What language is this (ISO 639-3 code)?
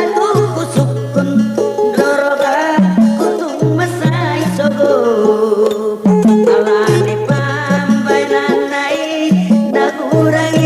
bbc